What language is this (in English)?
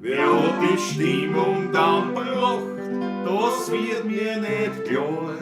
Bavarian